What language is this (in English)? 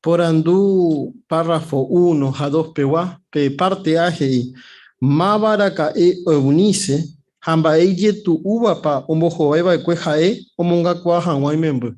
Guarani